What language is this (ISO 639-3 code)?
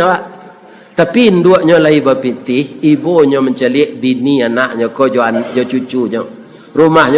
min